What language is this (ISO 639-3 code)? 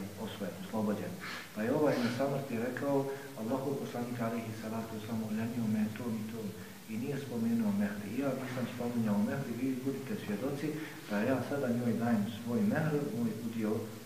bos